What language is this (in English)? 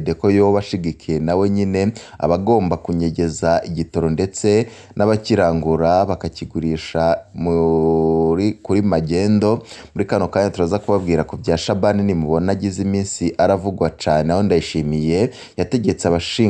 Rundi